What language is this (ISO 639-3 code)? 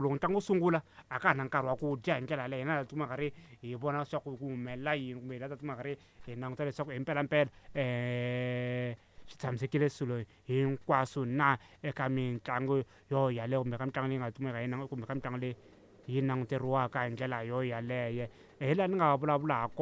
tso